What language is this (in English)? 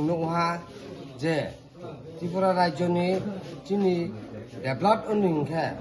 Kok Borok